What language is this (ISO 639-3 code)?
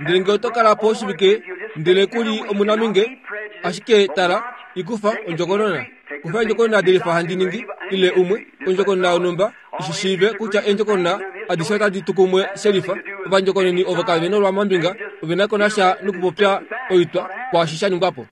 kua